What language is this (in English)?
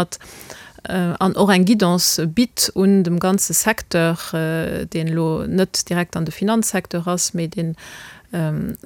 Luxembourgish